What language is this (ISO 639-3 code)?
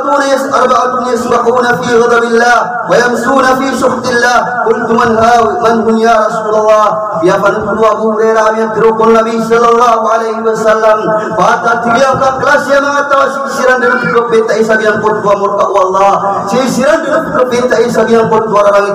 mrw